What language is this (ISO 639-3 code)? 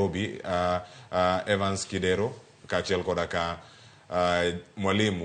luo